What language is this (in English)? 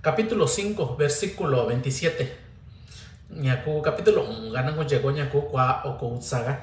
Mixtepec Mixtec